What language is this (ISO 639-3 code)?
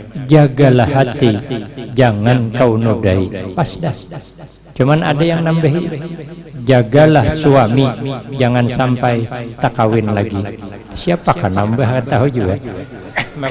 bjn